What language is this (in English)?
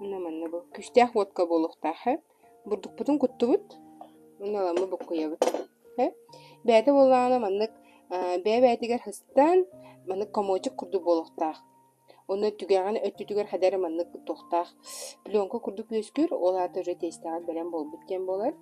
Yakut